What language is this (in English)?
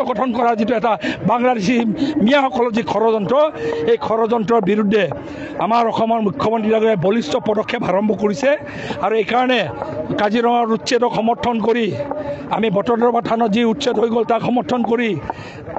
Assamese